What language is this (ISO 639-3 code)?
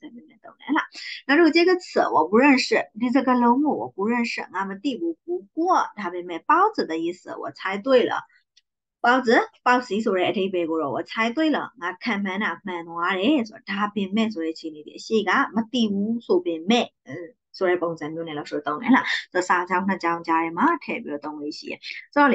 mya